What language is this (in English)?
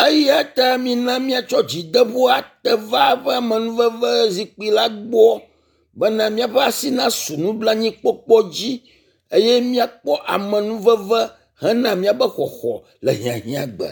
Ewe